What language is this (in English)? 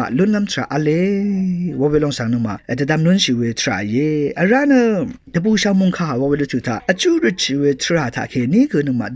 Rawang